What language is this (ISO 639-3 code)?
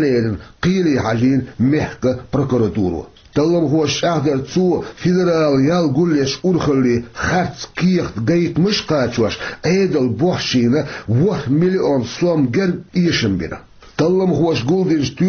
che